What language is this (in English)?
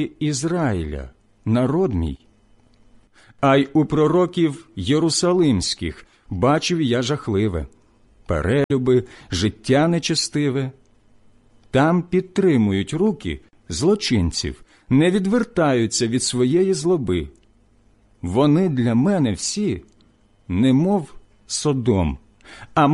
Ukrainian